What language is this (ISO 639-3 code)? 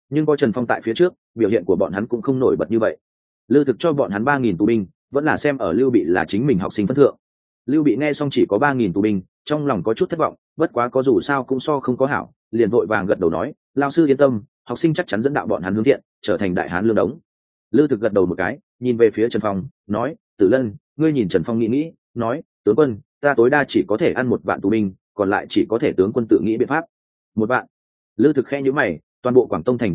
vie